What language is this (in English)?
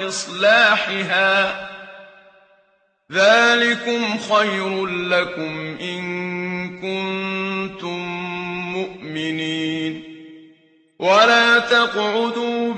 Arabic